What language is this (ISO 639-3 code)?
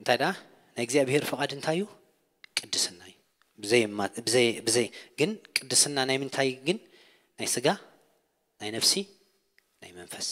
tir